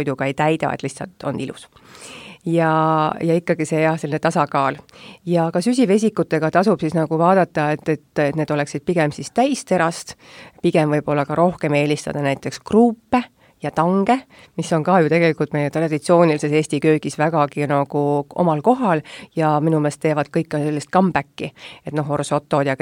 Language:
Estonian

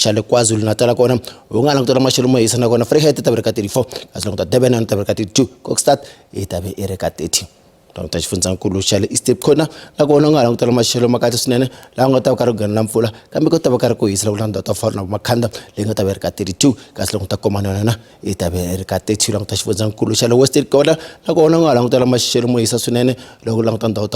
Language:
Tsonga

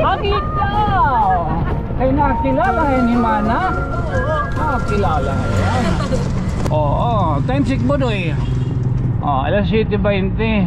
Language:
Waray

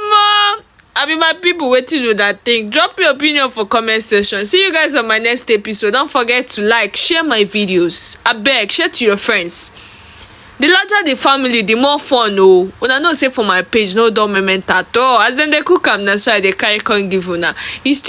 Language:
Nigerian Pidgin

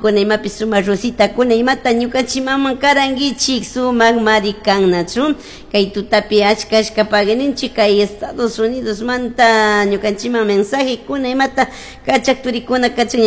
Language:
Chimborazo Highland Quichua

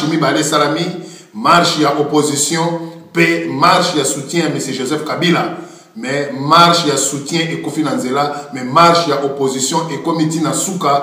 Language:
Lingala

